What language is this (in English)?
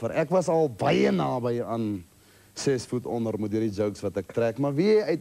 Afrikaans